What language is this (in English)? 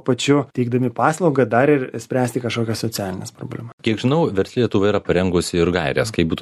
Lithuanian